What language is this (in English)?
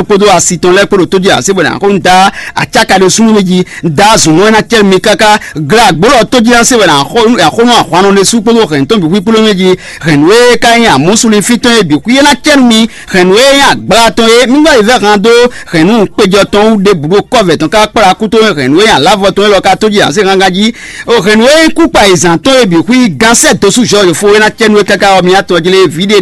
Fon